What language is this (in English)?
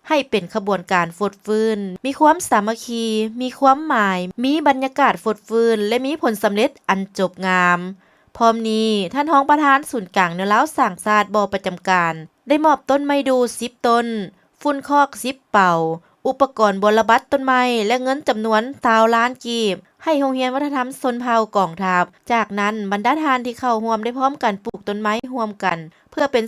Lao